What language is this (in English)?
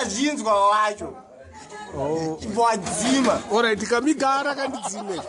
Shona